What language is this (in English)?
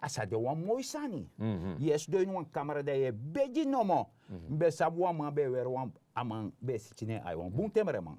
Sranan Tongo